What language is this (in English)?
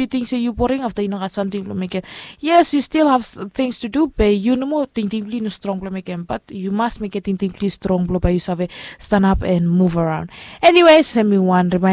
Bislama